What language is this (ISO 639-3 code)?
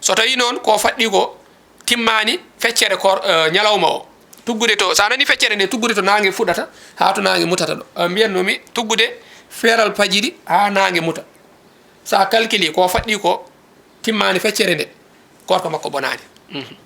ful